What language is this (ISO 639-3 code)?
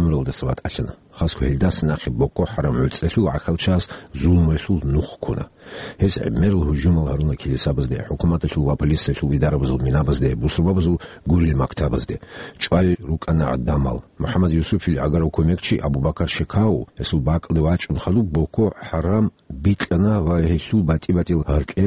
ava